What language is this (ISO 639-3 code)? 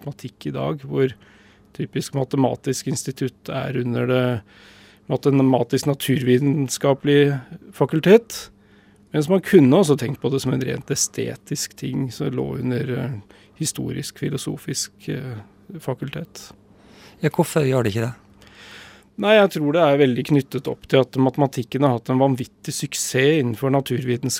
nor